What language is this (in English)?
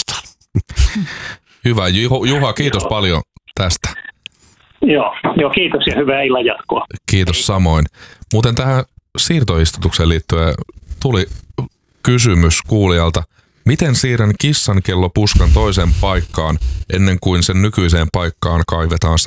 Finnish